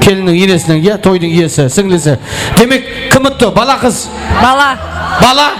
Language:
Kara-Kalpak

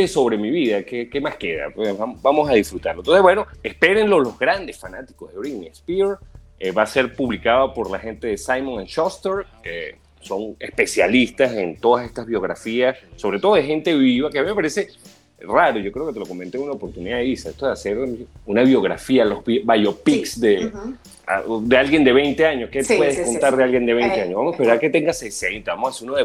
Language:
Spanish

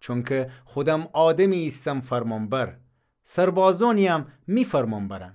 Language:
Gilaki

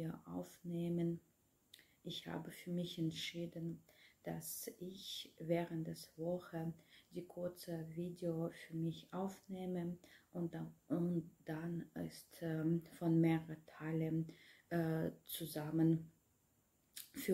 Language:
German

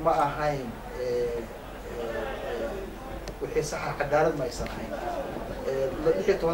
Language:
Somali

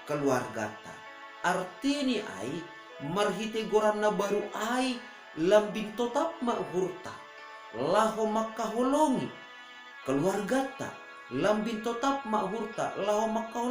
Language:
Batak Simalungun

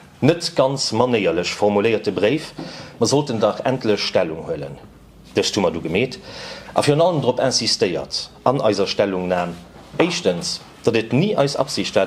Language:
Luxembourgish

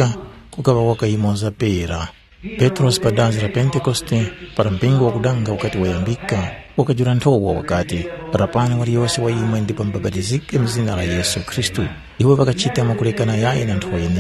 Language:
Tumbuka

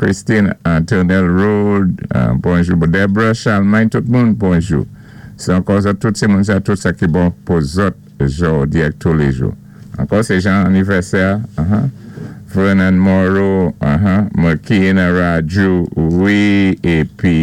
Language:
Saint Lucian Creole French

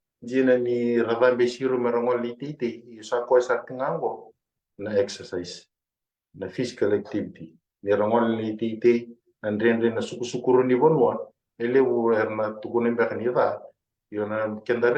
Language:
Fijian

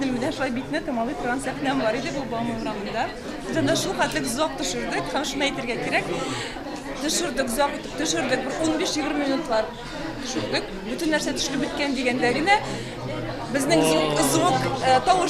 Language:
Tatar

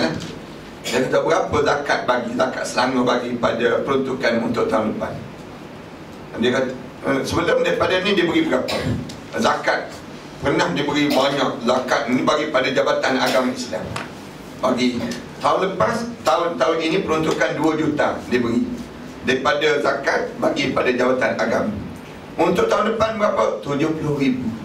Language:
Malay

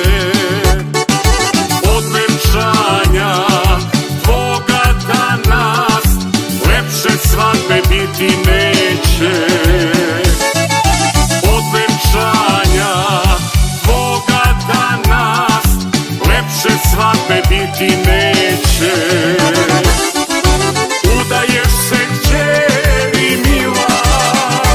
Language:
Serbian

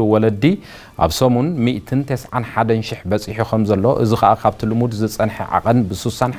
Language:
Tigrinya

